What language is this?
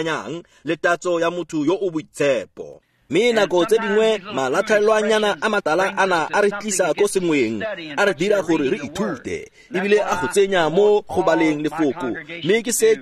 Tswana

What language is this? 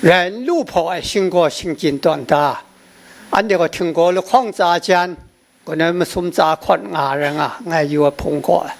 Kachin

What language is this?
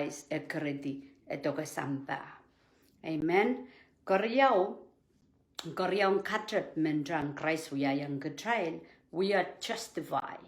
Pohnpeian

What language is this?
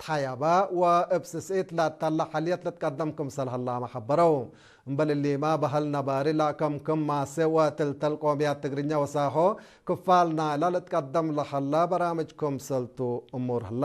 Tigre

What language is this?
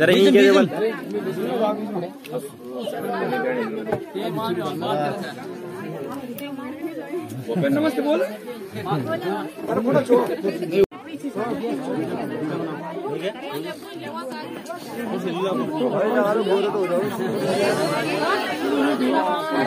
Hindi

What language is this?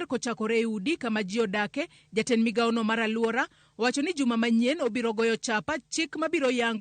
Luo (Kenya and Tanzania)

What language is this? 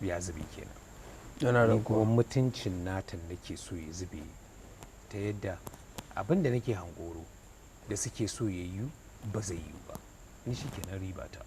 Hausa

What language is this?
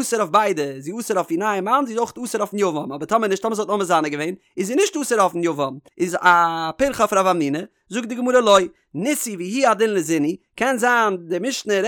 Yiddish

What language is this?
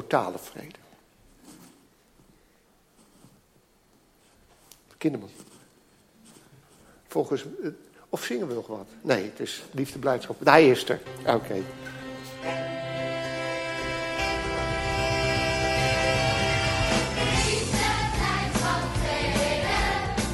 Dutch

